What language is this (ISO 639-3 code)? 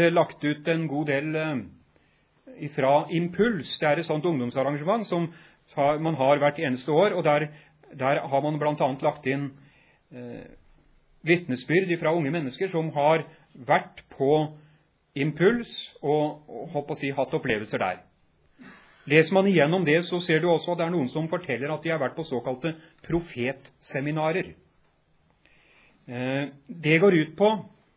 nor